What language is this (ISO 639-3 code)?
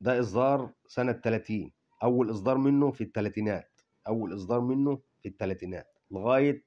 arz